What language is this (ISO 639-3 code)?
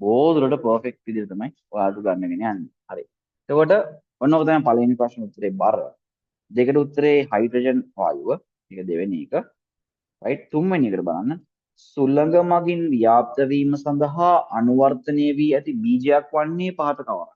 sin